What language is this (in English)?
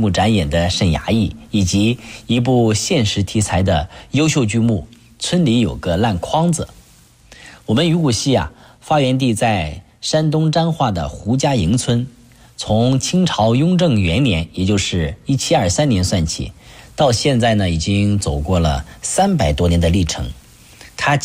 Chinese